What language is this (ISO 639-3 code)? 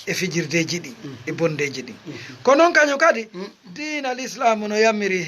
ful